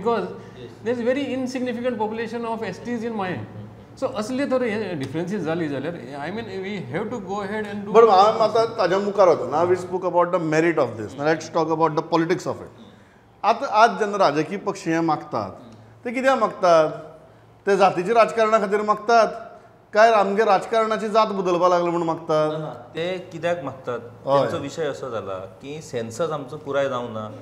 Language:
Konkani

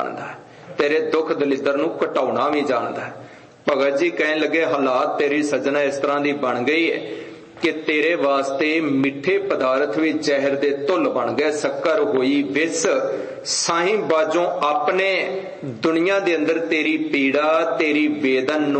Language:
Punjabi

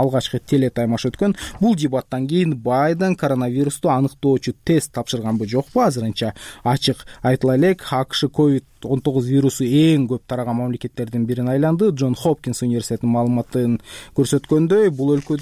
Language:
Kyrgyz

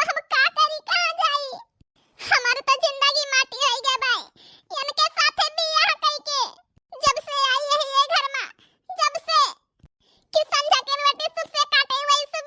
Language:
Awadhi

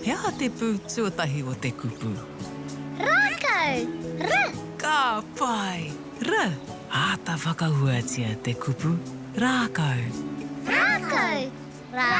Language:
Māori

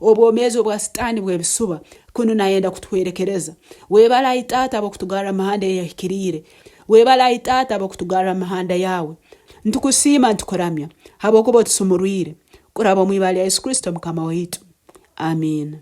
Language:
Nyankole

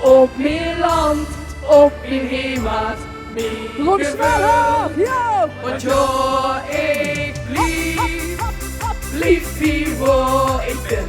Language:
Limburgish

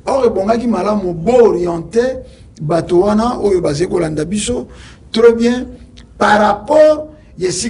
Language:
Lingala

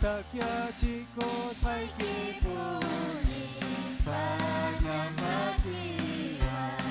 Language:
Ayacucho Quechua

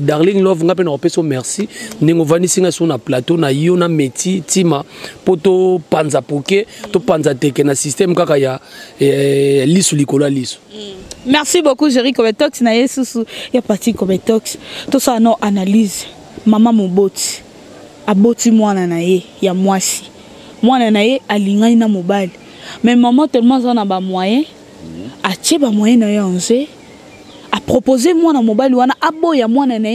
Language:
Lingala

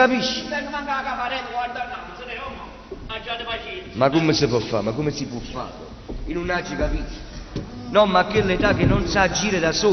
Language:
Neapolitan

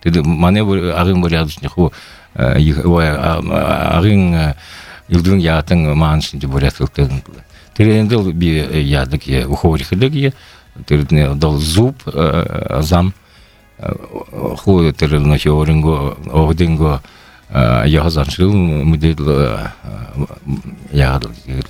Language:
Buriat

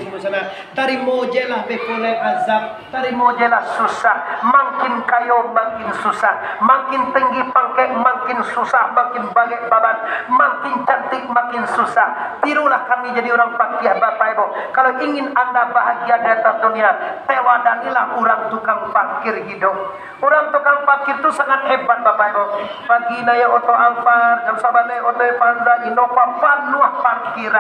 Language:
Minangkabau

